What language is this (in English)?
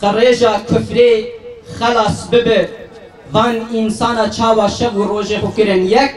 Kurdish